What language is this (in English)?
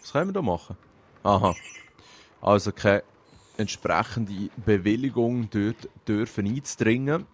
Swiss German